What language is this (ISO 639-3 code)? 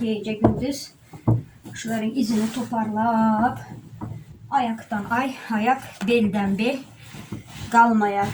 tuk